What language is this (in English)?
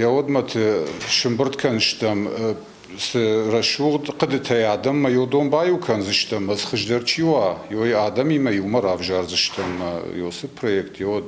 Ossetic